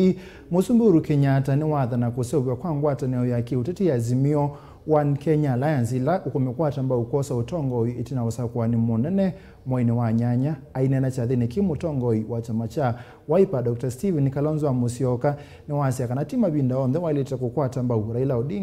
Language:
Kamba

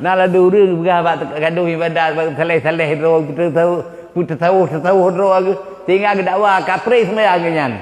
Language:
Achinese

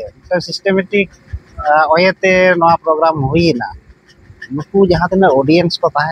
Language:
Santali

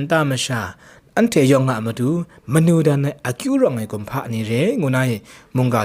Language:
Kachin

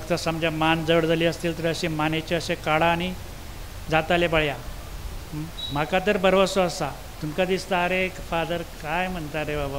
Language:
Konkani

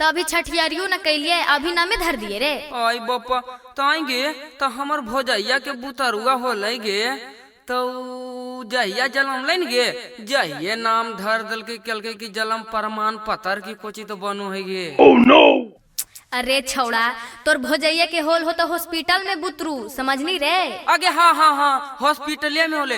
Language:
Magahi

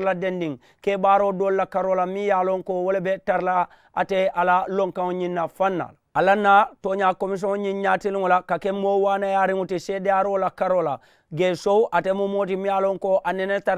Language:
Mandingo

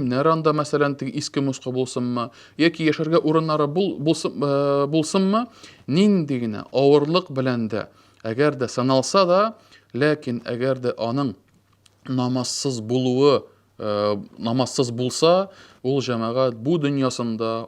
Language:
Tatar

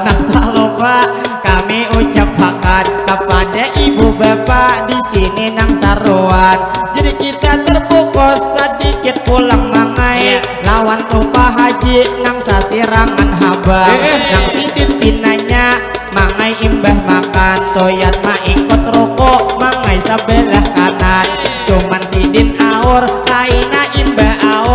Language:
Banjar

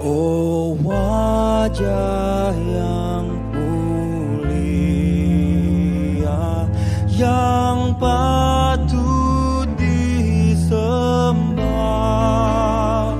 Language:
Batak Simalungun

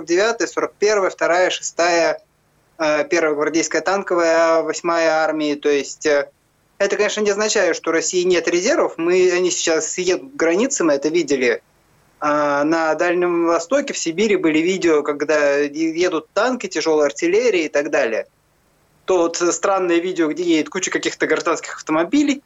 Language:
Russian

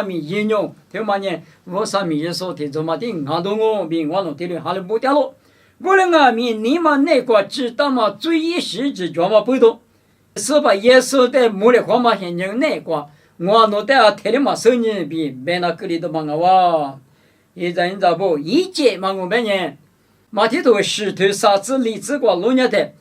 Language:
Lisu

